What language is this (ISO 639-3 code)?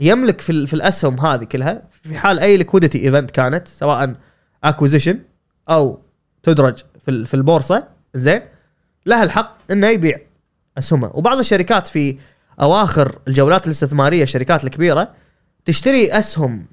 afb